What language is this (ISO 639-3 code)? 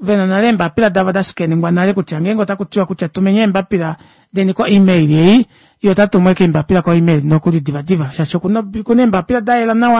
kua